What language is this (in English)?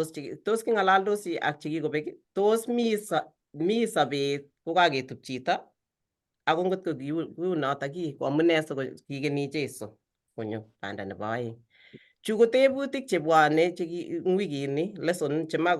Kalenjin